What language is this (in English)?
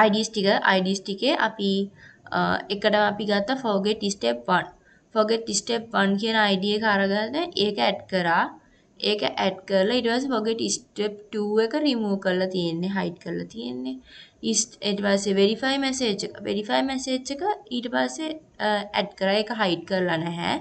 Sinhala